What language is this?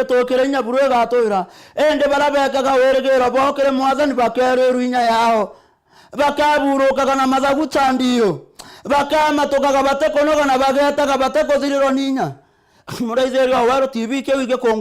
Meru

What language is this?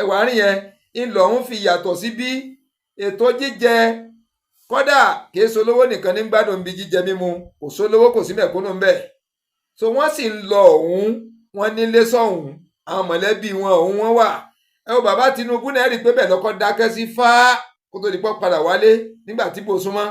Yoruba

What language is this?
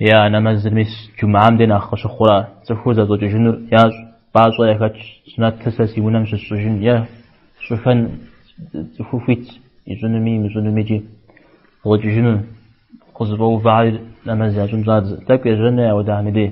Kabardian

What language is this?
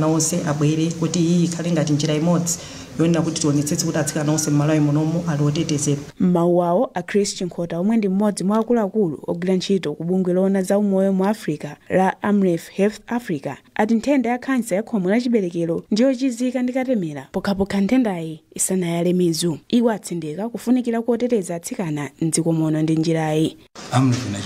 Nyanja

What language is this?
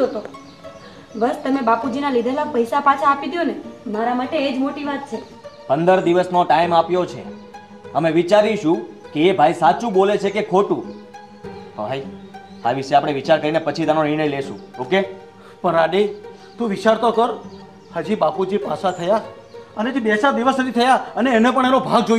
Gujarati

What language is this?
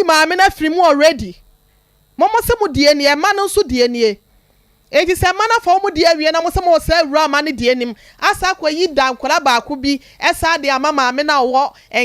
Akan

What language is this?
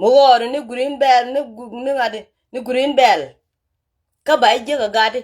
Nuer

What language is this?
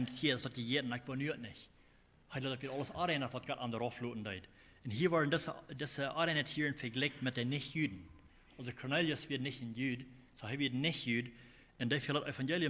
Plautdietsch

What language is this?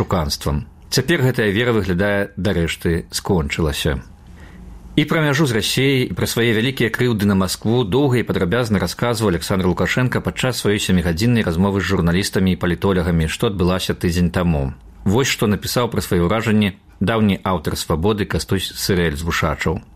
Belarusian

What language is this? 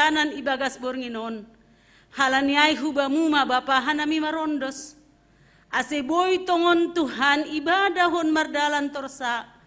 Batak Simalungun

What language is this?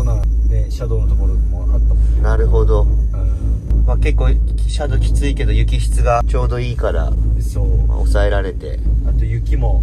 Japanese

